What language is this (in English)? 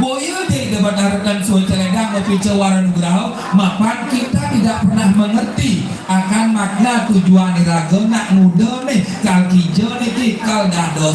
Balinese